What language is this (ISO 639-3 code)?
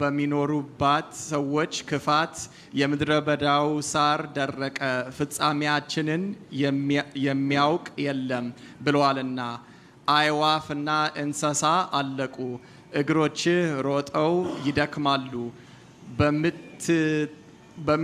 amh